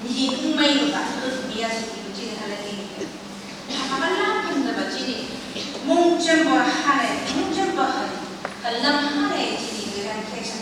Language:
Phom Naga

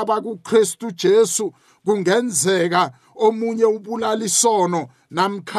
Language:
South Ndebele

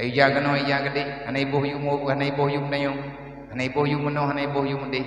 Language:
Achinese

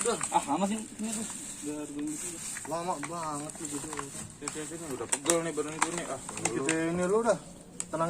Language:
Betawi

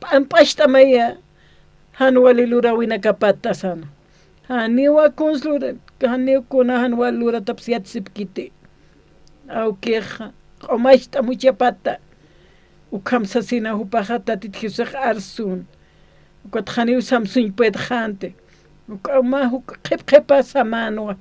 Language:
Aymara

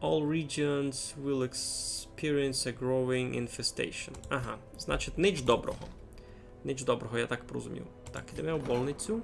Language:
Rusyn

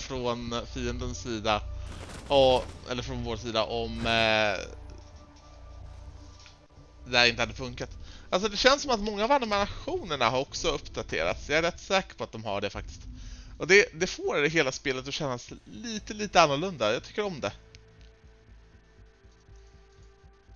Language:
Swedish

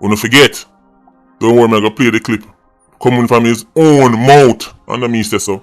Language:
Jamaican Creole English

